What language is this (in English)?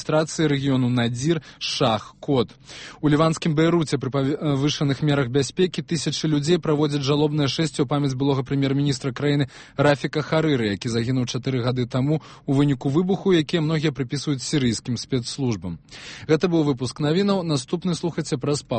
Belarusian